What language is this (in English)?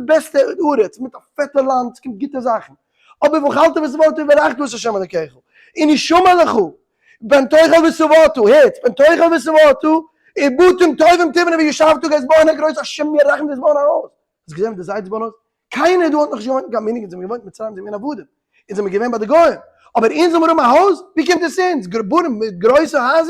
Yiddish